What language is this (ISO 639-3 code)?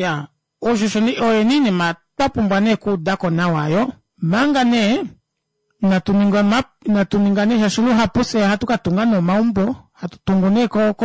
kua